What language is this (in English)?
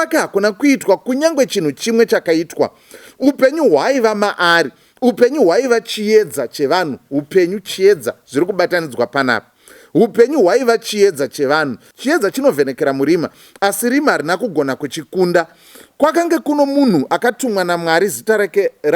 Shona